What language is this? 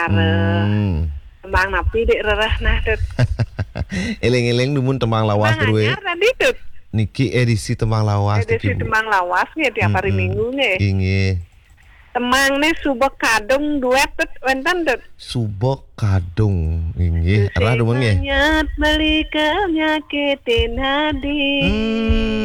Balinese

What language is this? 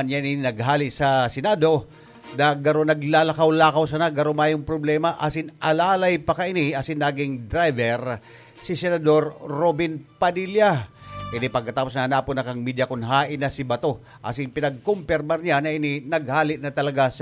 Bikol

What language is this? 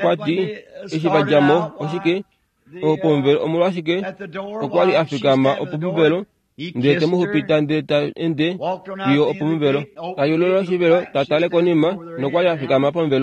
Kuanyama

